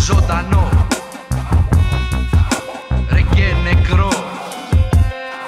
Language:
Greek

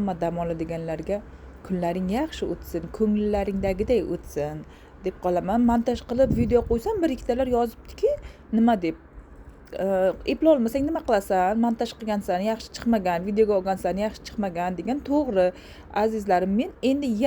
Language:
Uzbek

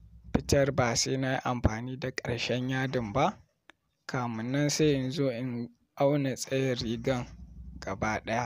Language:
Hausa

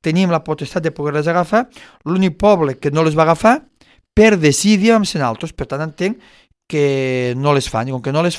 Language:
Catalan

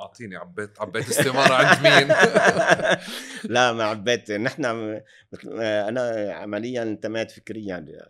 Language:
North Levantine Arabic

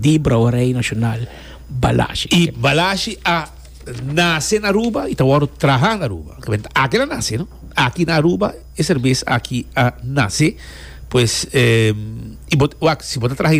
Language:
Papiamento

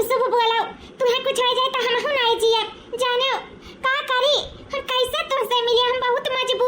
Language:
Awadhi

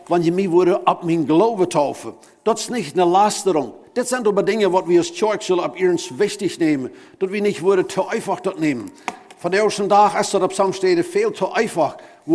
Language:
Plautdietsch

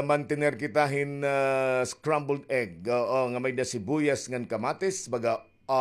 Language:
Waray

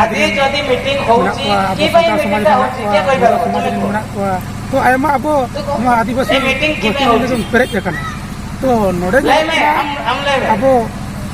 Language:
Santali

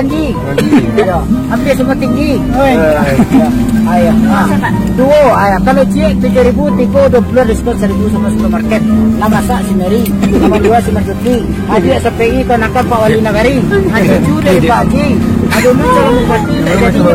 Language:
Minangkabau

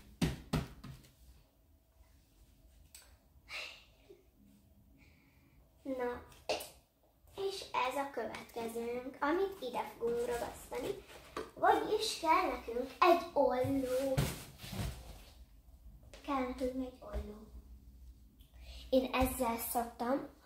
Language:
Hungarian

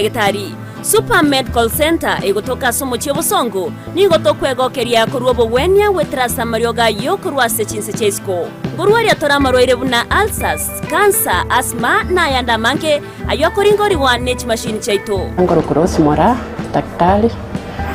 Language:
Gusii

